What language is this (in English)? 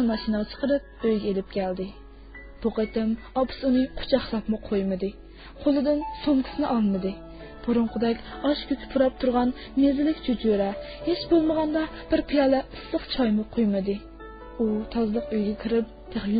Uyghur